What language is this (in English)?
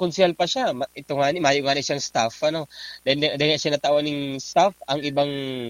Bikol